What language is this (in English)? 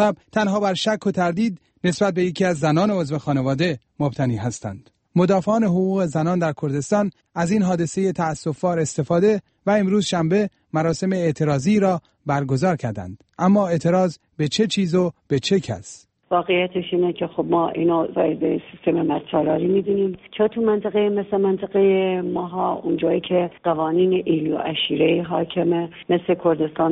Persian